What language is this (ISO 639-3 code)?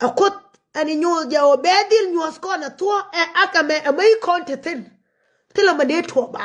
nus